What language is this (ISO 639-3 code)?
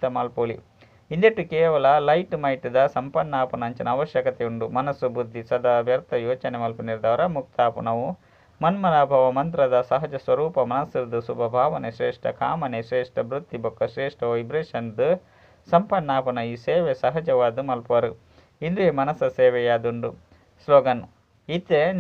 tcy